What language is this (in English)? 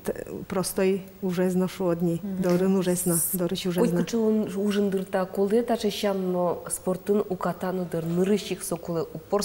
Udmurt